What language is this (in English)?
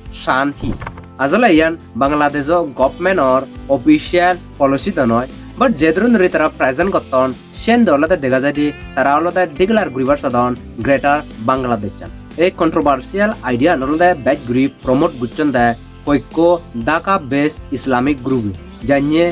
Chakma